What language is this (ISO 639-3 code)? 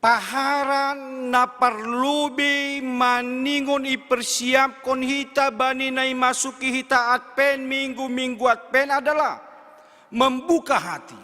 bts